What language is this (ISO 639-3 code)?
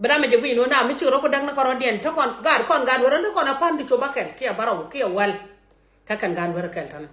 nus